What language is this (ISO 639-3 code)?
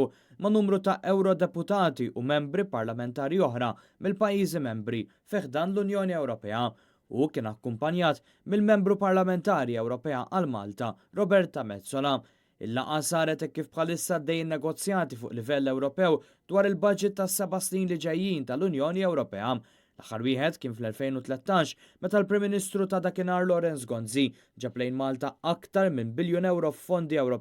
mlt